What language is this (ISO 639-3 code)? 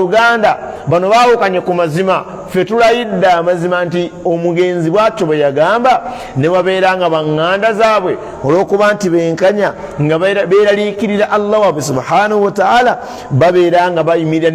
lug